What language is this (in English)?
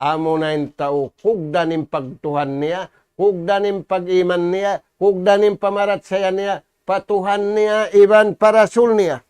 Tausug